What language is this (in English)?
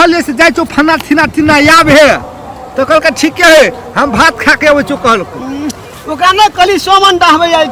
Maithili